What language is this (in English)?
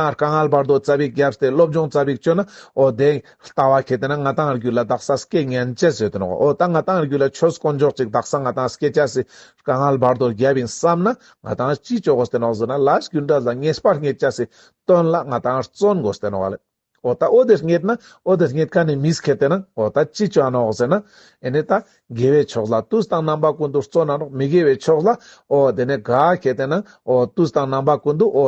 Ladakhi